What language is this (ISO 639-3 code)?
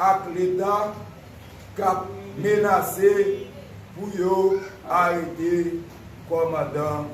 hat